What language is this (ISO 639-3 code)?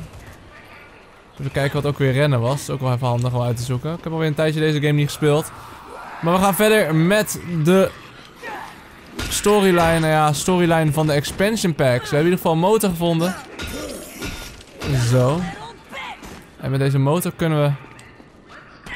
nld